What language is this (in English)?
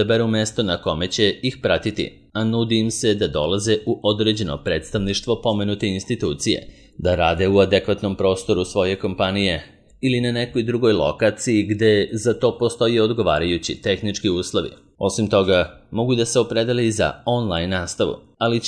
Serbian